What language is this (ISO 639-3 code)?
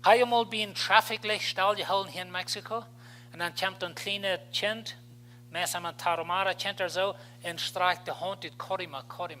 pdt